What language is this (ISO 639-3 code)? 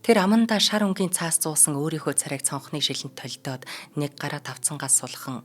mon